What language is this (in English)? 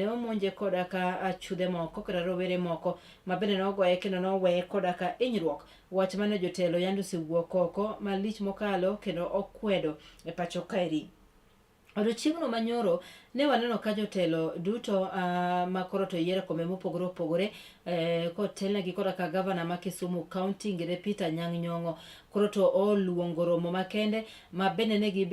Luo (Kenya and Tanzania)